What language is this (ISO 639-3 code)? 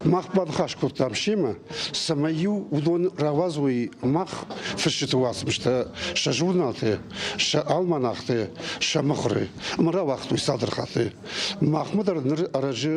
oss